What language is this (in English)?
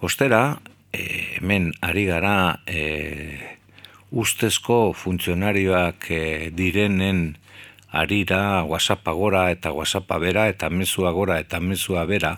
Basque